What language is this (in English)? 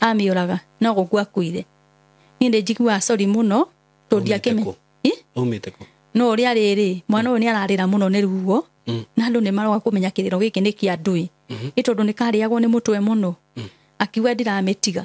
Kikuyu